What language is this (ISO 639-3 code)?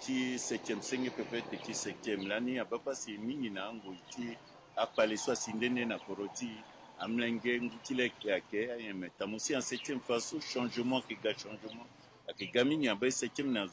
sag